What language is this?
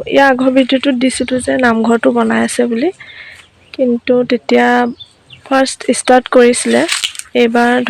Assamese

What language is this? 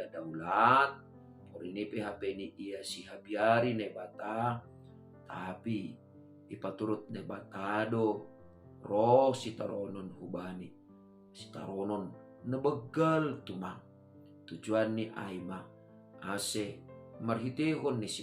Batak Simalungun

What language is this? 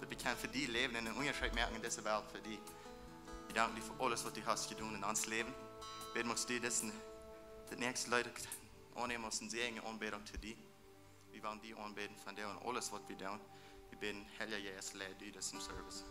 Plautdietsch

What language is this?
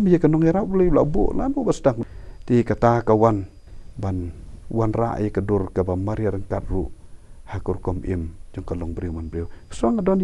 Khasi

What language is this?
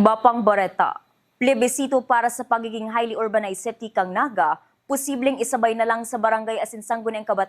Bikol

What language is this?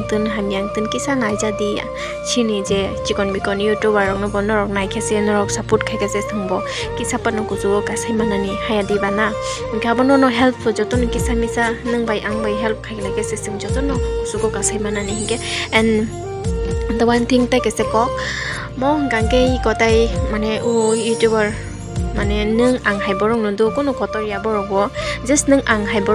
Kok Borok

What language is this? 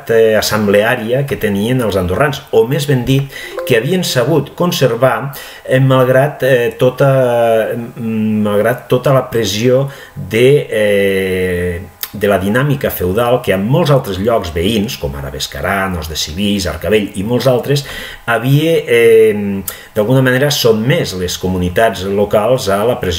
Catalan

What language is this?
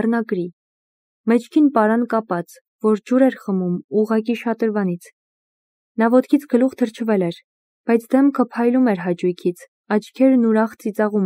Armenian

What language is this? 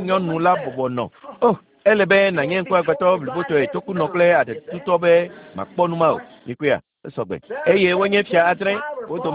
Ewe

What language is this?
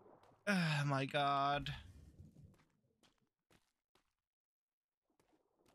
English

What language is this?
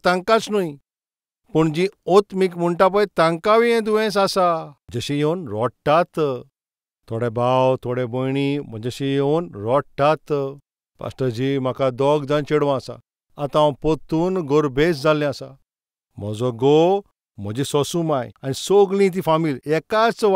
Konkani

